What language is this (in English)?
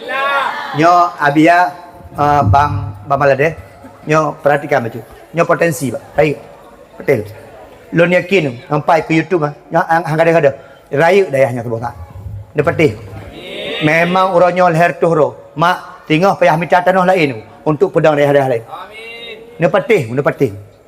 Achinese